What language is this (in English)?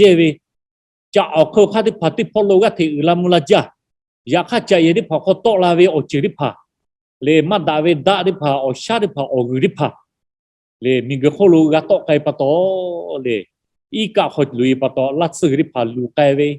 Lahu